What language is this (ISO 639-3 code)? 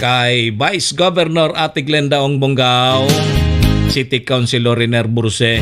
bik